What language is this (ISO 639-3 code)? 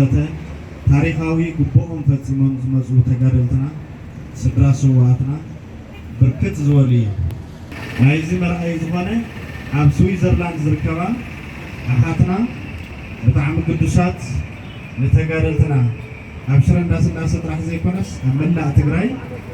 tir